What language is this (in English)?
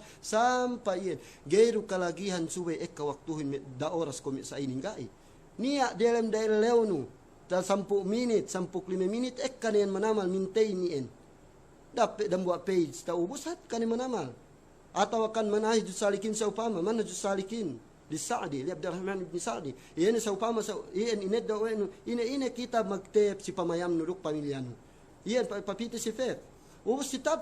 Yakan